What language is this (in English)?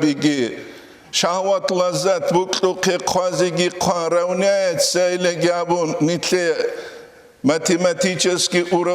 Avaric